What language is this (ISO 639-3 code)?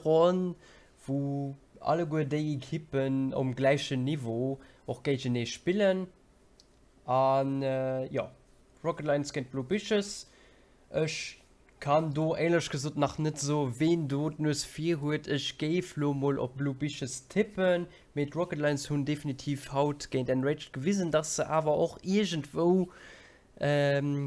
ltz